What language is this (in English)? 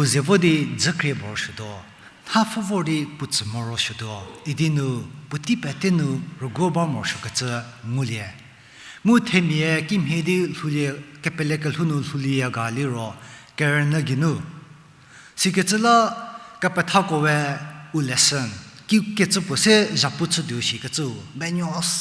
Angami Naga